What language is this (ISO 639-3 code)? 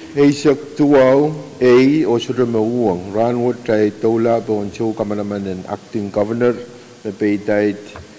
pon